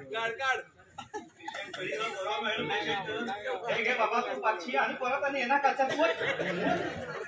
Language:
Konkani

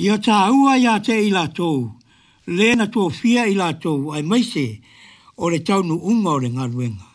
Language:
Samoan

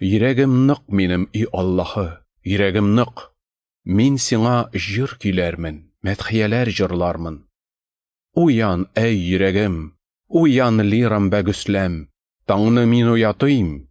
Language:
Tatar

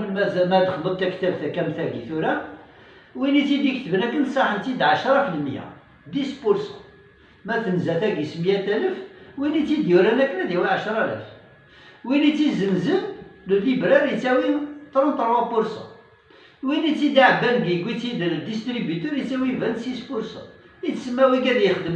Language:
Kabyle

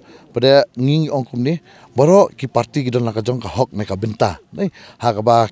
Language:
Khasi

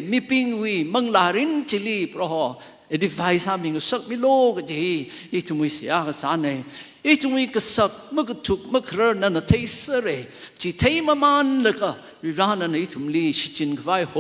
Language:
Tangkhul Naga (India)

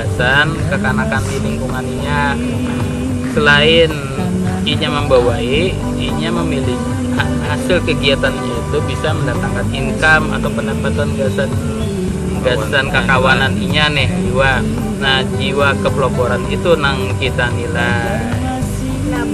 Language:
Banjar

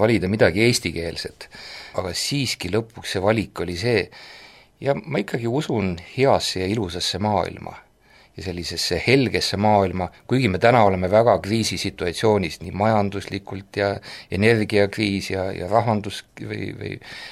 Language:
Estonian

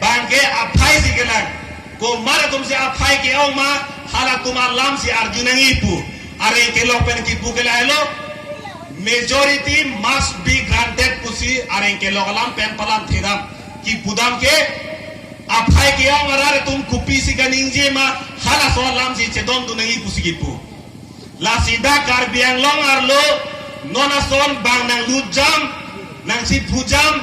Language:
Karbi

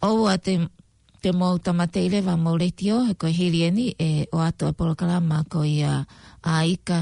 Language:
Tongan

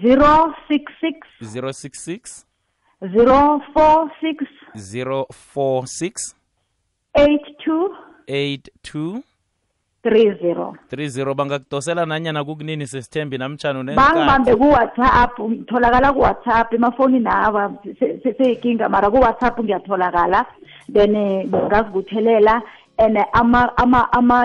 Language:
South Ndebele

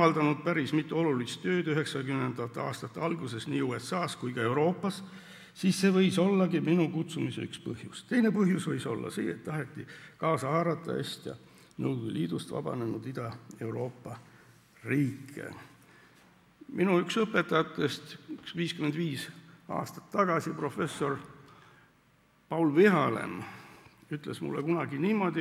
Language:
Estonian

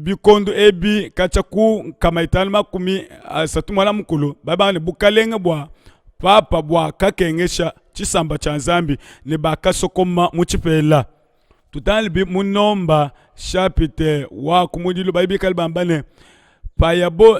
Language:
Luba-Lulua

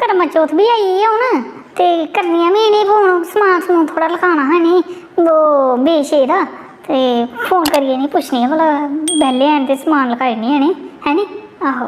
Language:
Dogri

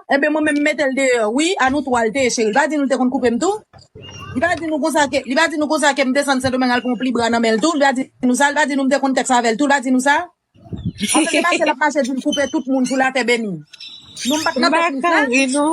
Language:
Haitian Creole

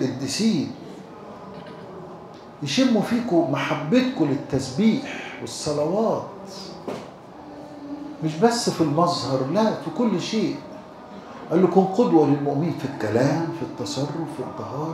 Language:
Egyptian Arabic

